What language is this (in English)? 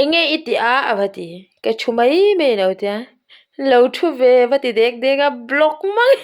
Mizo